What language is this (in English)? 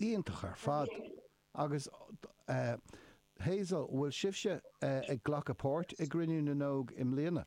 Irish